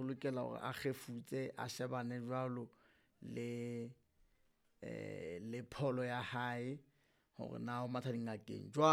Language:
Southern Sotho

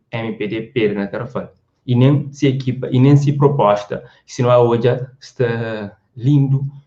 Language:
Kabuverdianu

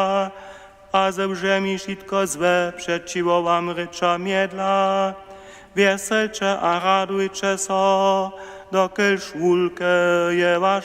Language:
Upper Sorbian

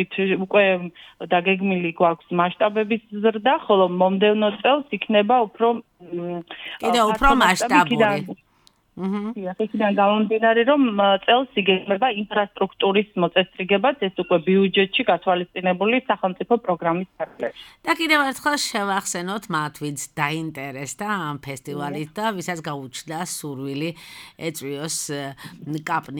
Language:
Georgian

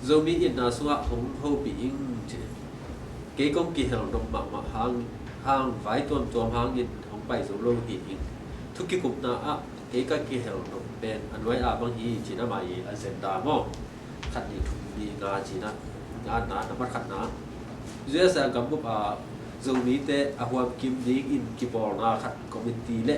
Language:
Tedim Chin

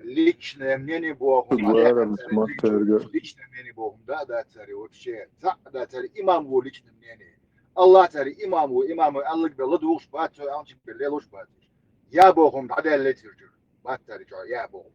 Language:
Chechen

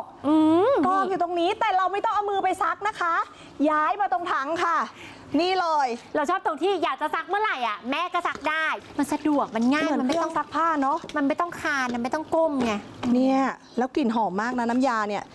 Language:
Thai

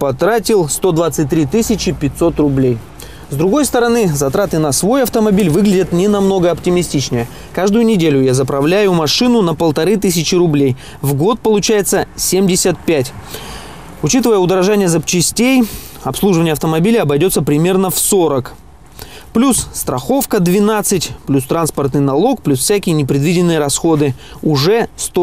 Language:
Russian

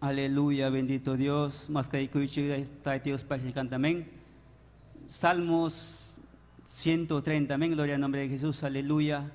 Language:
Ayacucho Quechua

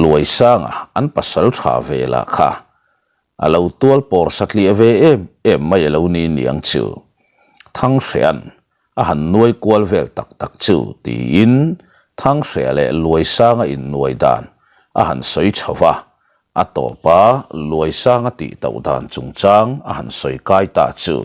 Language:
Mizo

